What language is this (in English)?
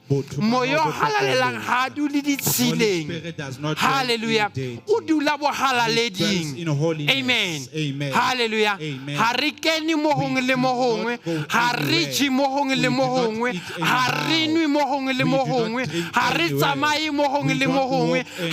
Southern Sotho